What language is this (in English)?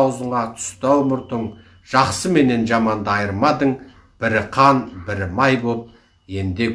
Kazakh